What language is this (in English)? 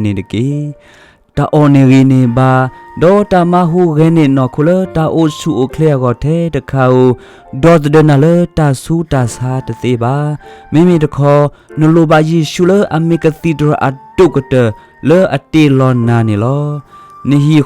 S'gaw Karen